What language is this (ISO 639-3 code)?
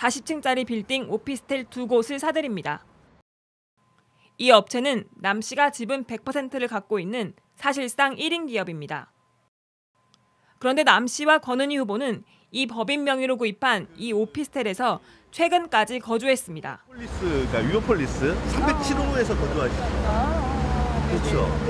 kor